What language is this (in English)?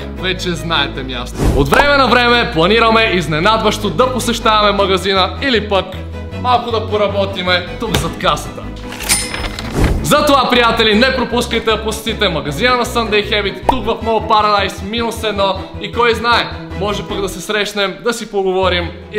Bulgarian